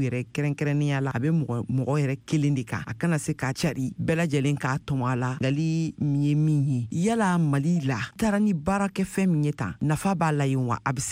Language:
Bambara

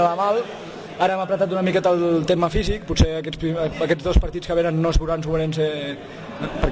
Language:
Catalan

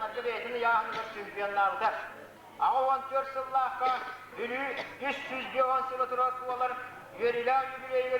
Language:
Yakut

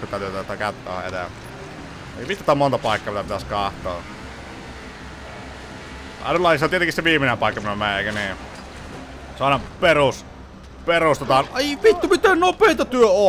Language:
Finnish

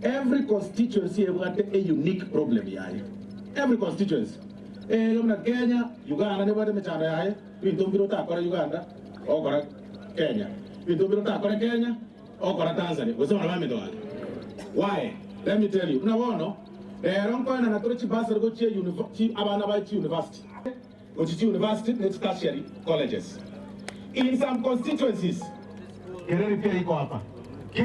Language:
Gusii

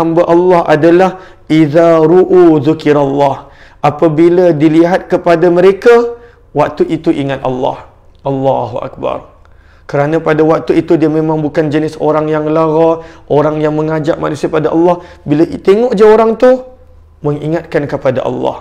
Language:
Malay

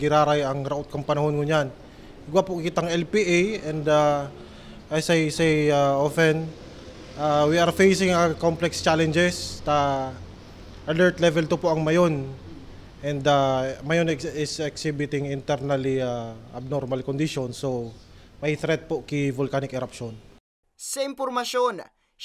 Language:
Bikol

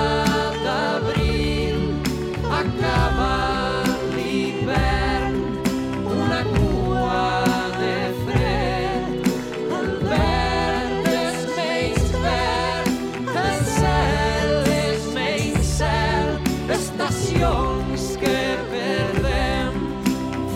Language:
Catalan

